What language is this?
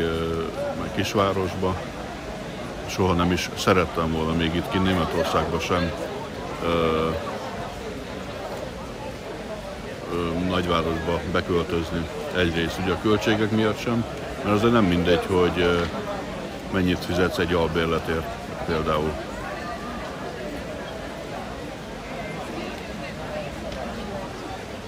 Hungarian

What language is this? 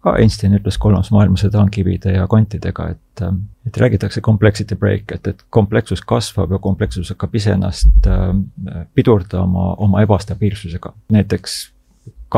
Estonian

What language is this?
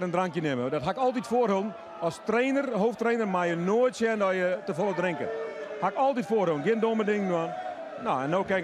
Western Frisian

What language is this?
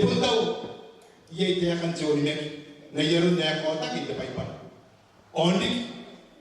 Gilbertese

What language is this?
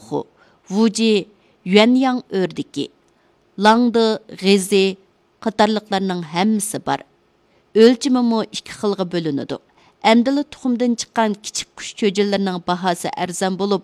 Uyghur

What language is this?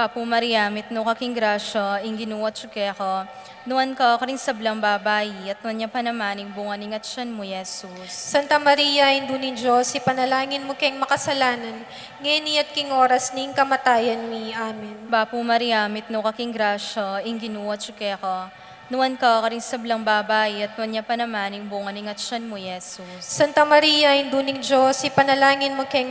Pampanga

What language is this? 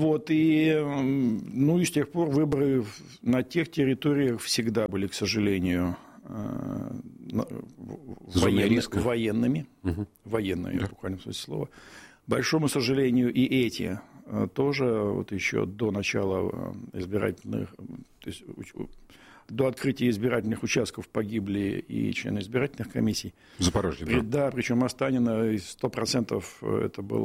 Russian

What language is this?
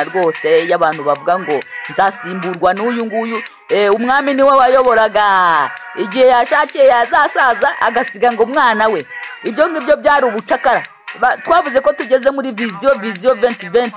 Kinyarwanda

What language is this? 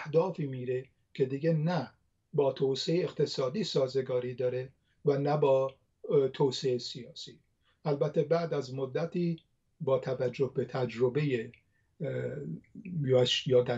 Persian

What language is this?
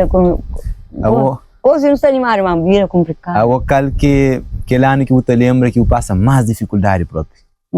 Kabuverdianu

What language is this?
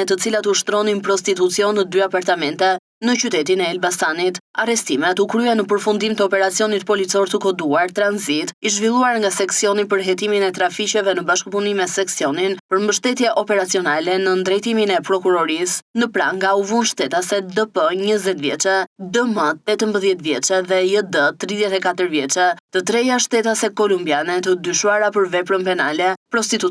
Albanian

